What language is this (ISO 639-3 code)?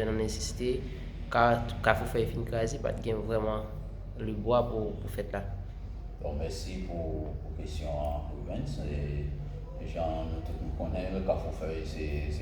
hat